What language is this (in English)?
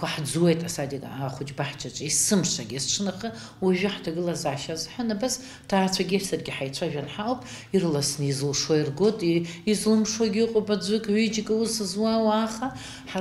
Abkhazian